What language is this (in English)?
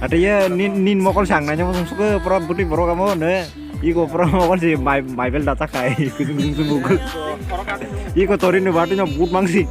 Kok Borok